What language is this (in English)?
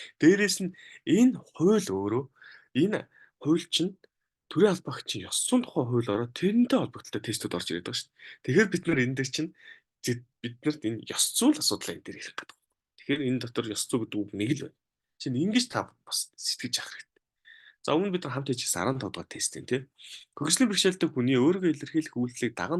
Mongolian